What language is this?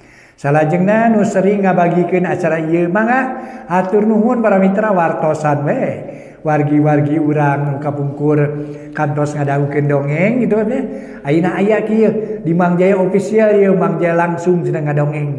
Sundanese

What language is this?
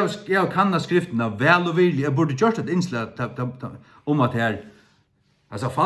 Faroese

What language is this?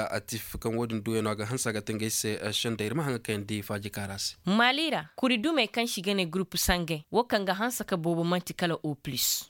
Koyraboro Senni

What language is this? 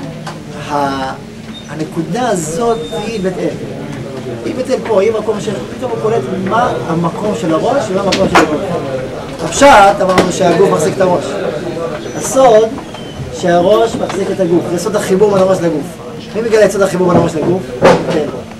Hebrew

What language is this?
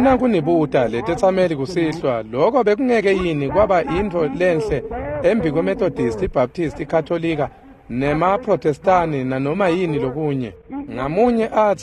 Swati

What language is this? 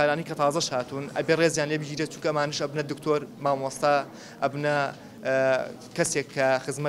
Central Kurdish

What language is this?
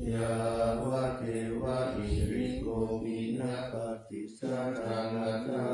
Pali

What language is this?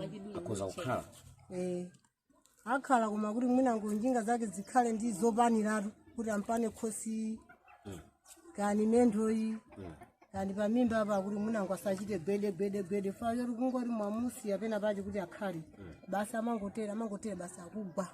Nyanja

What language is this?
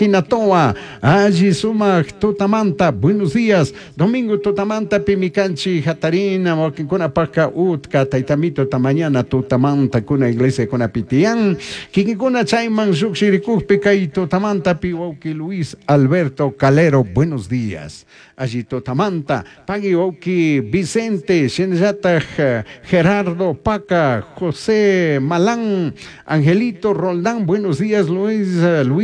Chimborazo Highland Quichua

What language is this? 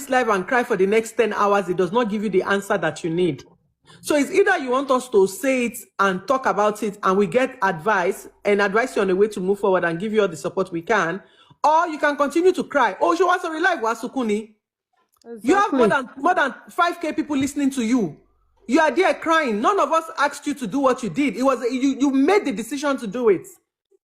Yoruba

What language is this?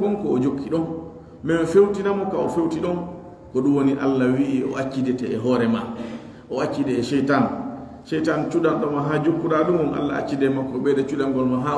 Pular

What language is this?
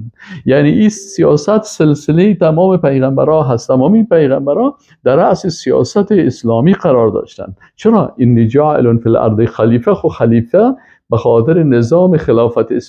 Persian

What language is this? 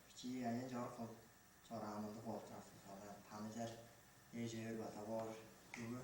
Tuvinian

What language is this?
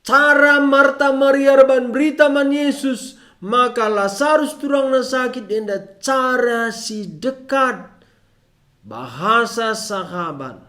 Batak Karo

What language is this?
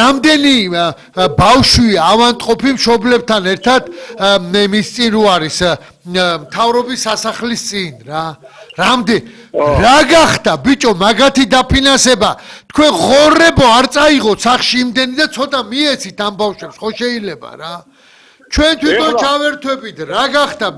Georgian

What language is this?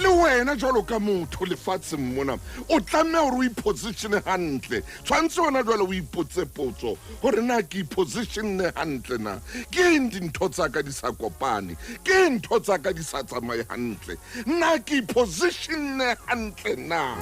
Southern Sotho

